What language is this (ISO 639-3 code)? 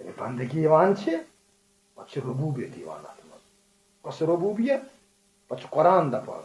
kas